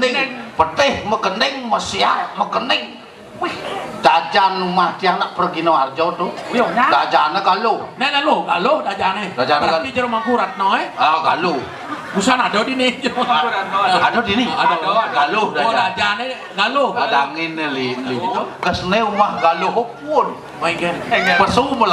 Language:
Balinese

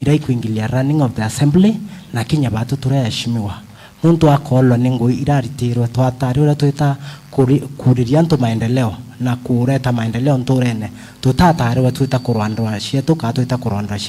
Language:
Meru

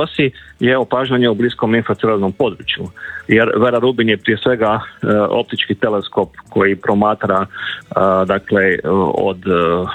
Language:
Croatian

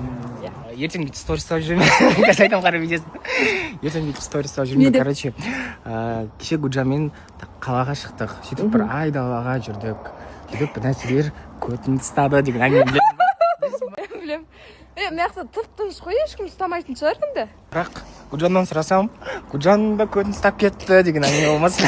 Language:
Kazakh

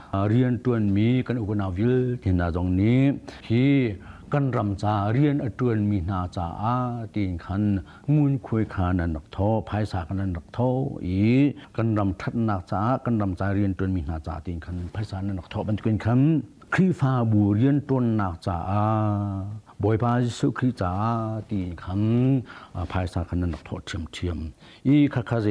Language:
Hakha Chin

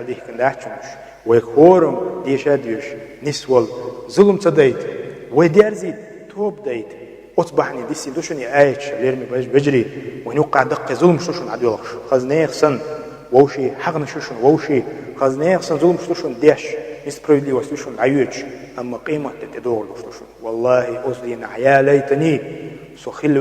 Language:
Chechen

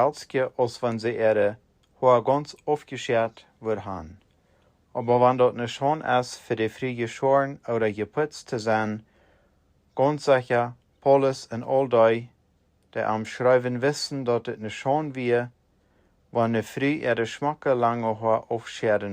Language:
Plautdietsch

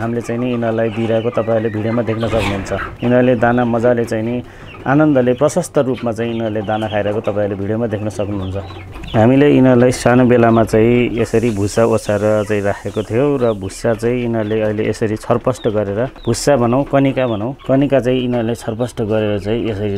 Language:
Nepali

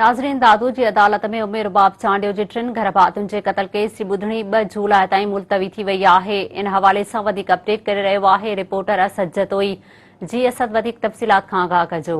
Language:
Sindhi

